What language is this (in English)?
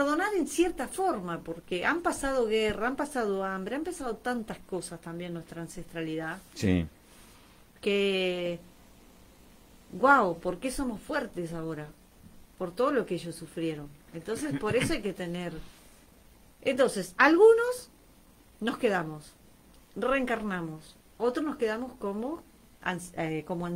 Spanish